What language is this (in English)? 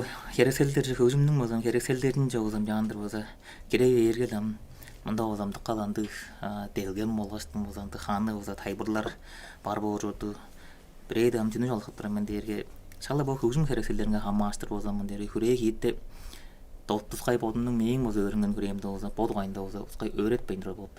Tuvinian